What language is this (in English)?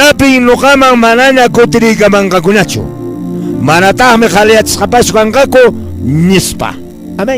Quechua